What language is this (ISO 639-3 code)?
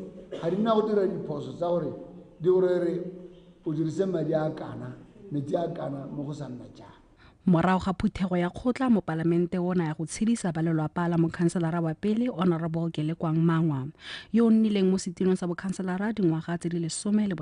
tsn